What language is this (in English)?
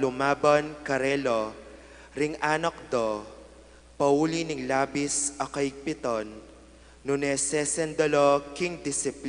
Pampanga